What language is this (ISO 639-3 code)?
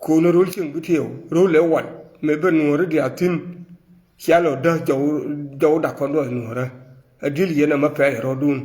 nus